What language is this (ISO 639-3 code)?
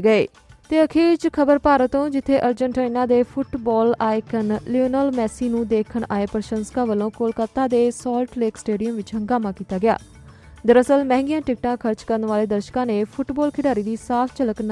pan